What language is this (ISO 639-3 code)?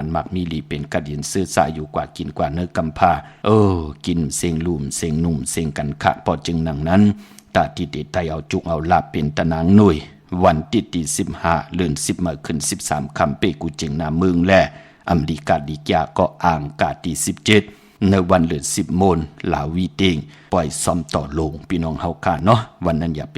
shn